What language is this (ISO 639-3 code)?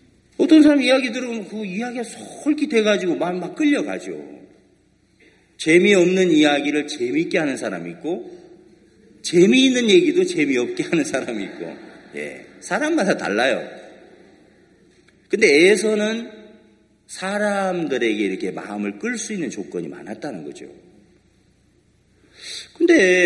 kor